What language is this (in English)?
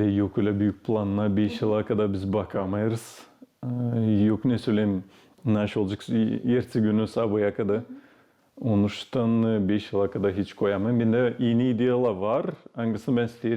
Gagauz